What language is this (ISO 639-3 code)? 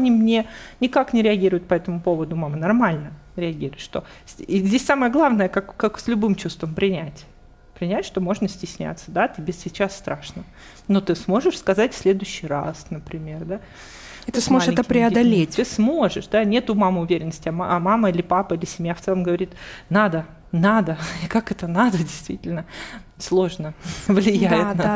rus